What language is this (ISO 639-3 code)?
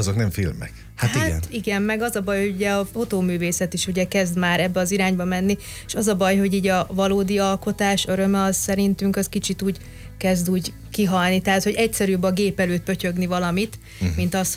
hun